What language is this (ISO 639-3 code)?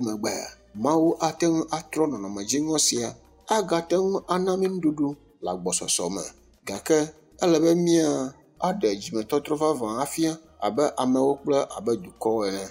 ewe